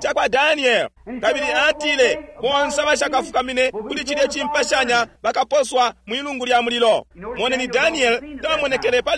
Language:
Bemba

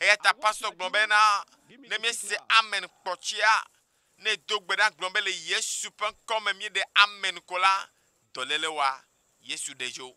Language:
Ewe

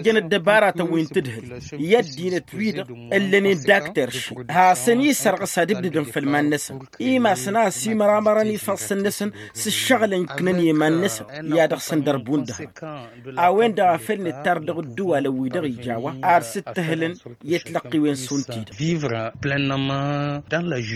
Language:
Tamasheq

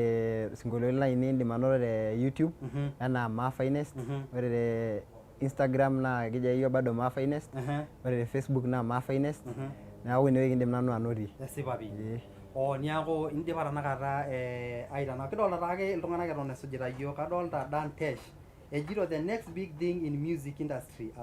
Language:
Masai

